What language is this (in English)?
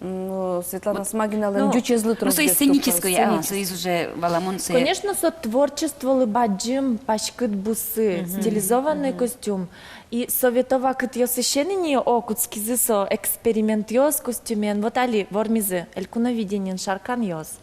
Udmurt